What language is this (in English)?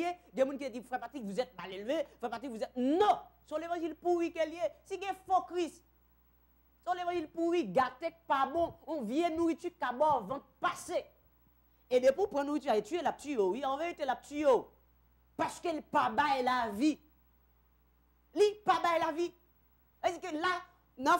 French